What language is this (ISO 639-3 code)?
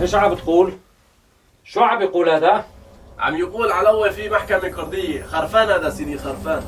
apc